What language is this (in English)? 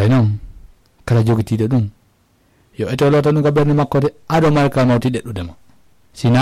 Fula